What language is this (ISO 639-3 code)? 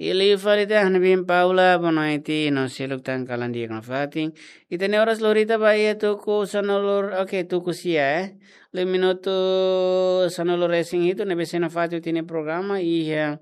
tet